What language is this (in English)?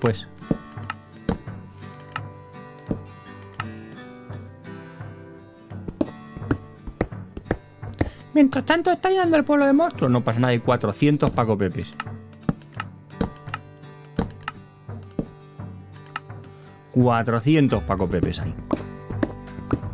Spanish